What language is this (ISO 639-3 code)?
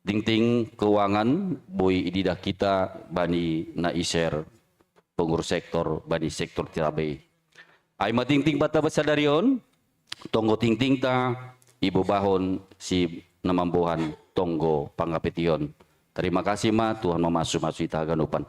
bts